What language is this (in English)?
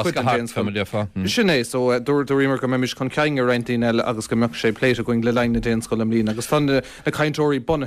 Irish